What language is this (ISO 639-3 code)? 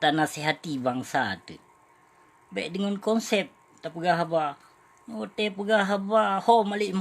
ace